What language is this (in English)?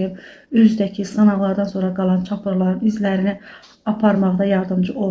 Azerbaijani